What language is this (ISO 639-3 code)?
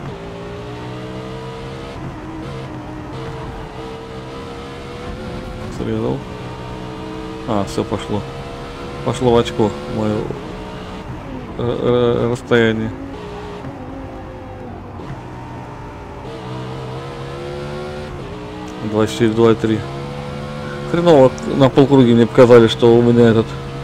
rus